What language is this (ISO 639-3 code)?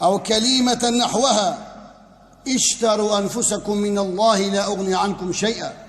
kur